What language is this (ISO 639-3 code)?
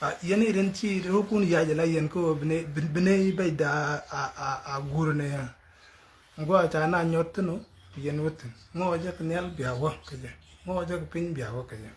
nus